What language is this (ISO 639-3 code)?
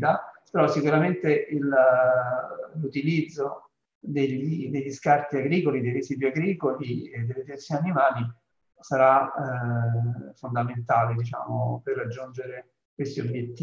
ita